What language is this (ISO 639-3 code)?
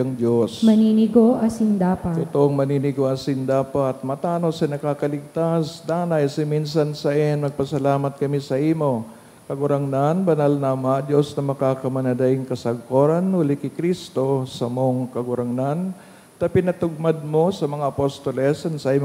bik